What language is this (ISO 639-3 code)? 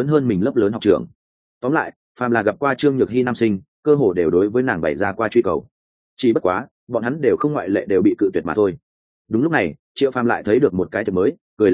vie